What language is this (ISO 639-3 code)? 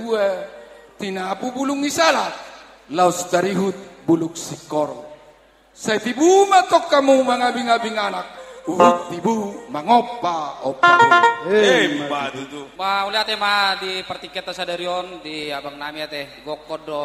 bbc